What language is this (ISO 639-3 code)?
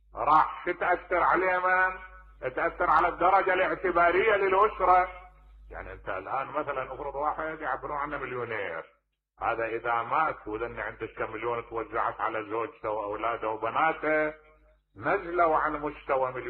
acm